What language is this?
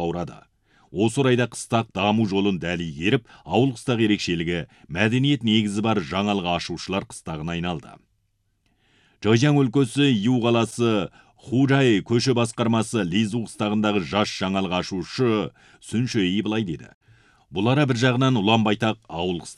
Kazakh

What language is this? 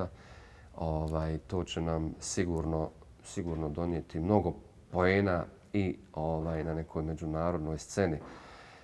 Bosnian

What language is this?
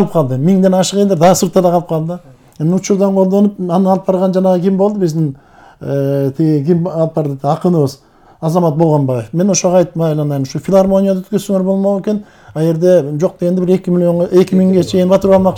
Kyrgyz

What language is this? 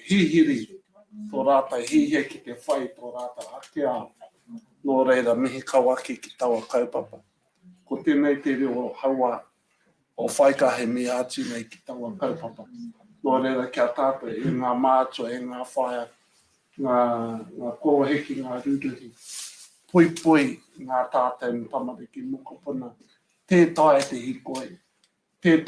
Māori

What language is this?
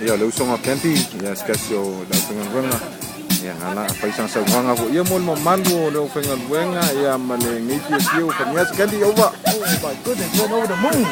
Samoan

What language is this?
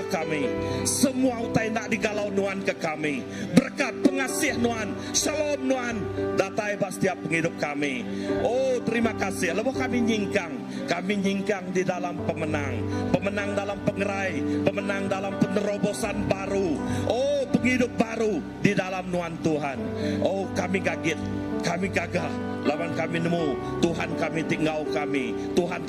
Iban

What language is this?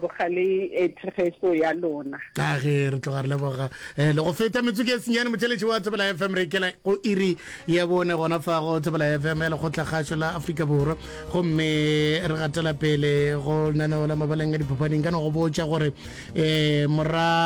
Northern Sotho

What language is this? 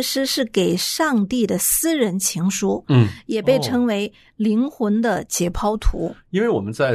Chinese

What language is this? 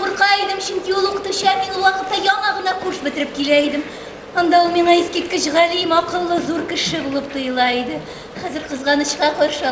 Tatar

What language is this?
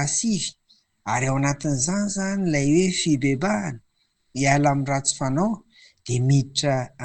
Malagasy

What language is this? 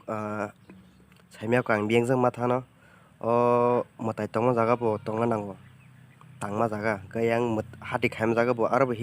Kok Borok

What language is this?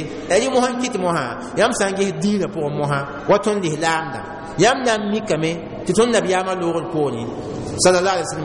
Mossi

